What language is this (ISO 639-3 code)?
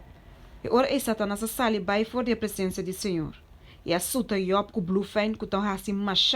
pap